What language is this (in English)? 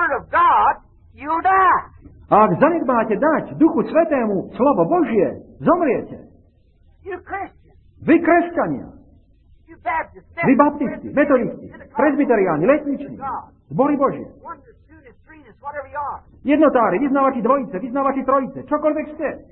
Slovak